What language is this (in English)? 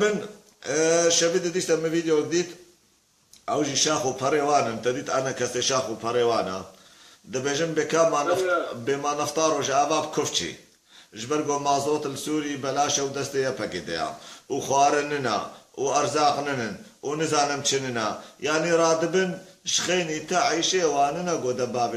Kurdish